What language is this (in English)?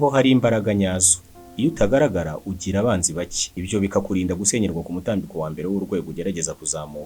Kinyarwanda